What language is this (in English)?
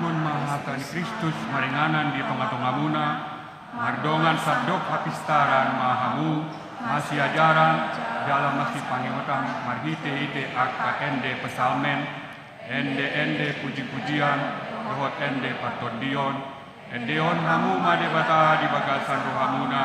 Batak Toba